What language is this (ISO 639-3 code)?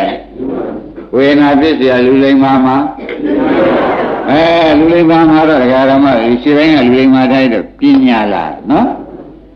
mya